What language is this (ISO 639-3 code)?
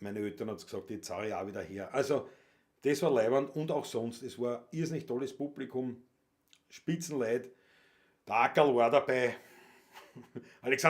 bar